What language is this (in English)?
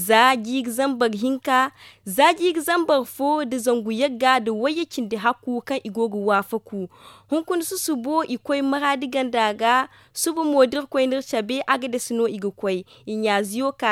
Zarma